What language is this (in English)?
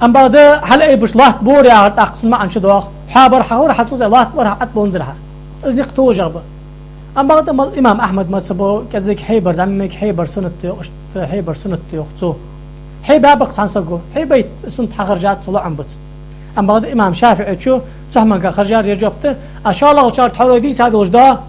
Ingush